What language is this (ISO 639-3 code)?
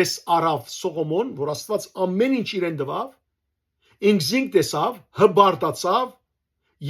hyw